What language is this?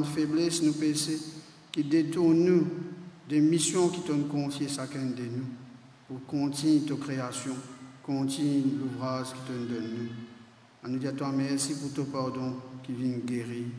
Morisyen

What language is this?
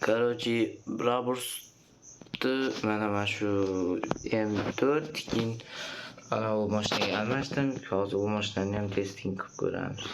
Uzbek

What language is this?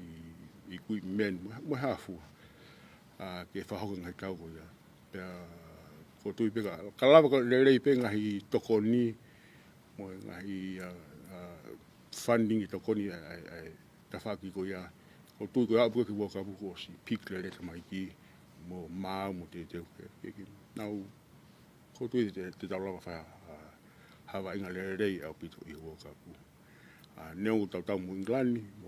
Tongan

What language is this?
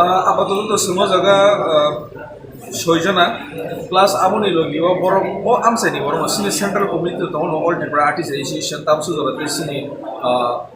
Kok Borok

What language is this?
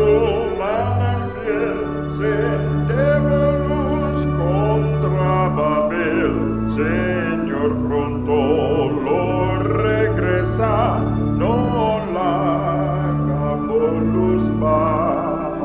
Papiamento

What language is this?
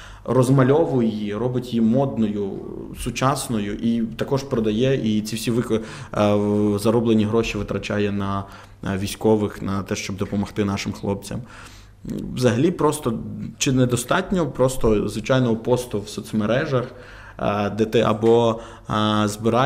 Ukrainian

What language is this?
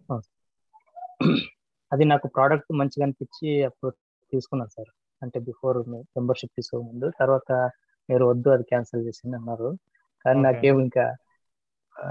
Telugu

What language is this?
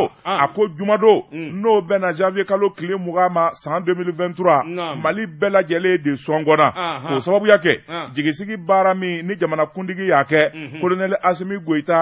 Bambara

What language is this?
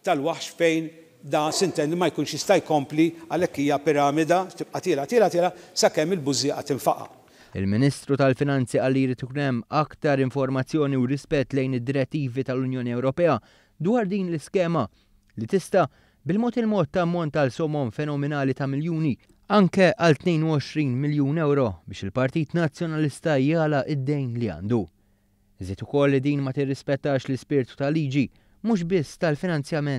Maltese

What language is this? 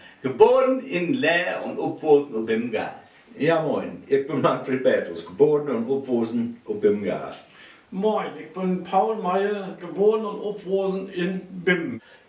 Low German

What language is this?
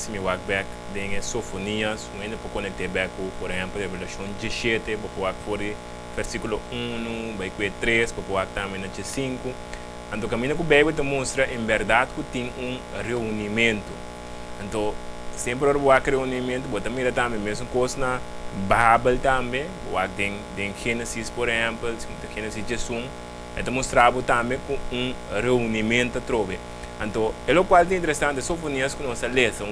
Papiamento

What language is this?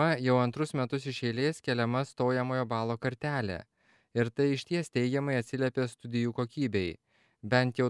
Lithuanian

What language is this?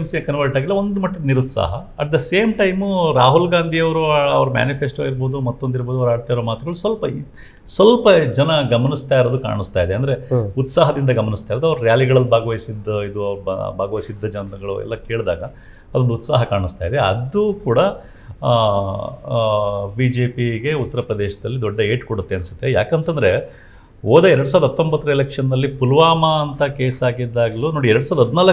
Kannada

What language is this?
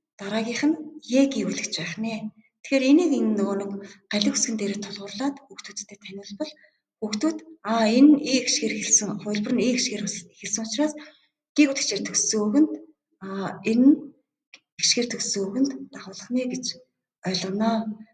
Mongolian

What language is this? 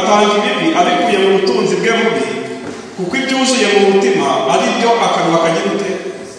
Kinyarwanda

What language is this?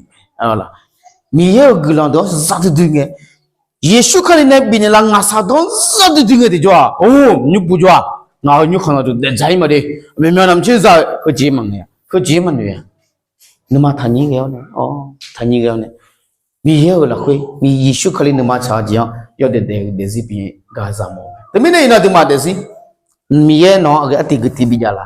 Akha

